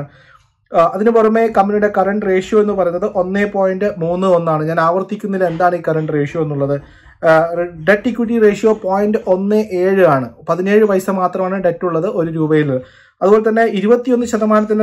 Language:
Malayalam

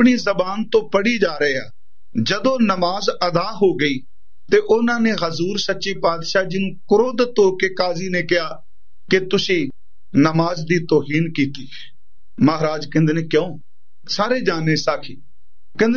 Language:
Punjabi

